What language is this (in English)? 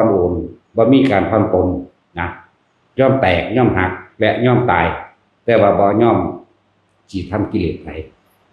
Northeastern Thai